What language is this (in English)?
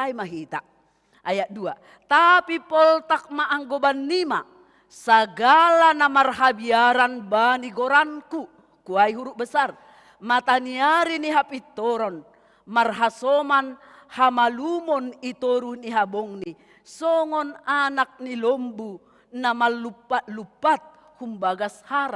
Batak Simalungun